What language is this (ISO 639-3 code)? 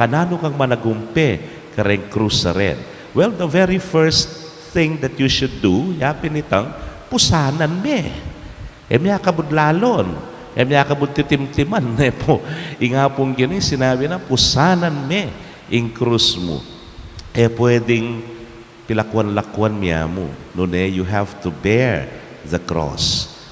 pam